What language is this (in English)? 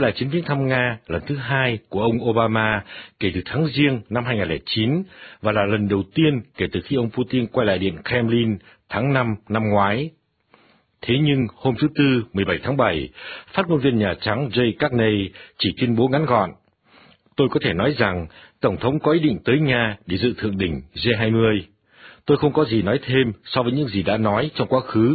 Vietnamese